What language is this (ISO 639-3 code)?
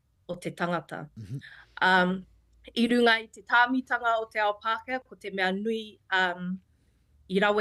mri